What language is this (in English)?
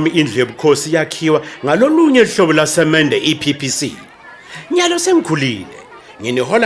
Swati